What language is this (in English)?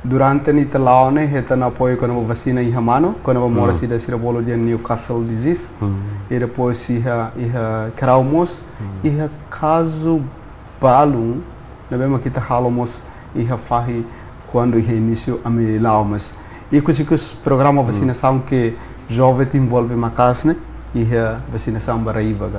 Tetum